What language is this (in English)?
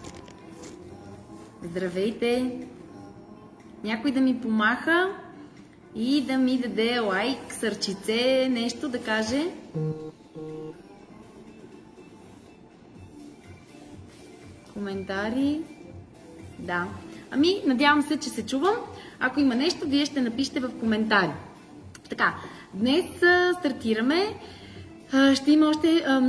Bulgarian